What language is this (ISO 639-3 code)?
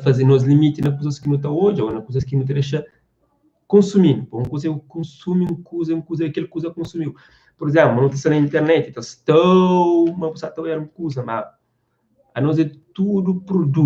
kea